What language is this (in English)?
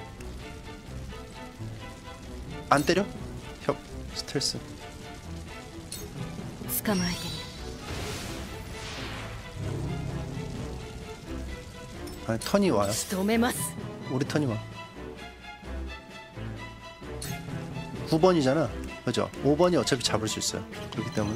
Korean